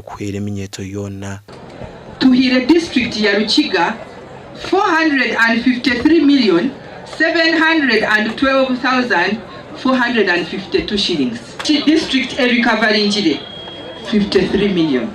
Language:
Nyankole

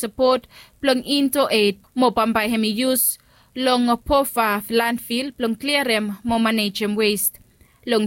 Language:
Bislama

